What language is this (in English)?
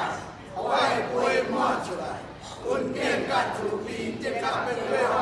Min Nan Chinese